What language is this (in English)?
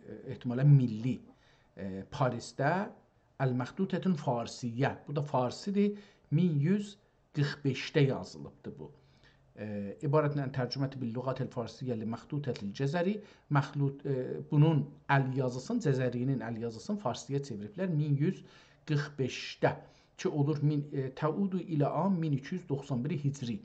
South Azerbaijani